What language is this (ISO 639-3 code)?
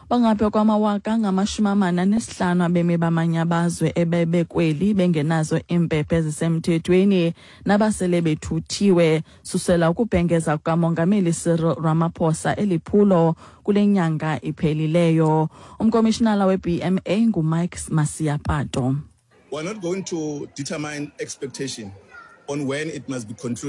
xho